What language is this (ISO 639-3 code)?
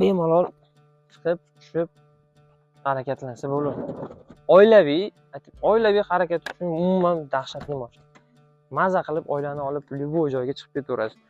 uzb